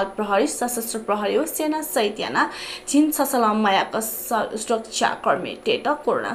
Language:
Newari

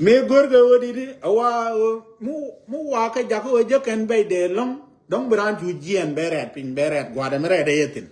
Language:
Nuer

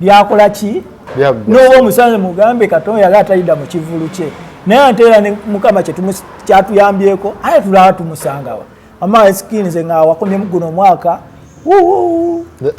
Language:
Ganda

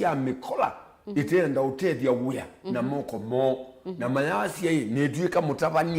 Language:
Kamba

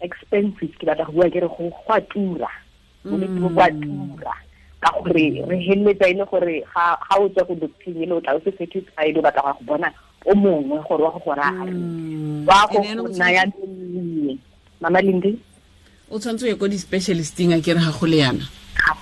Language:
Tswana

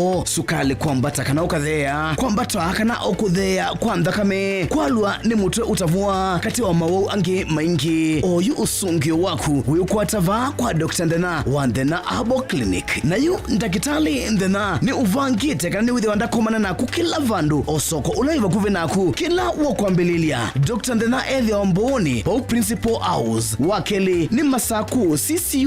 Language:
Kamba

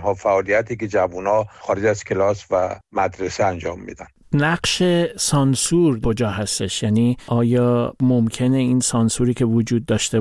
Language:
Persian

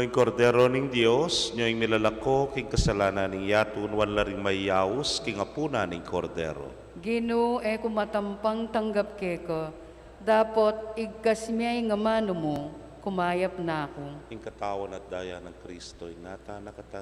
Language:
Pampanga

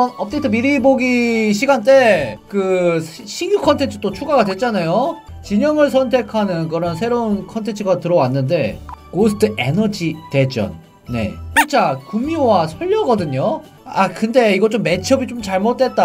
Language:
Korean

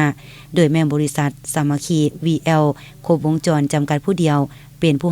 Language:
Lao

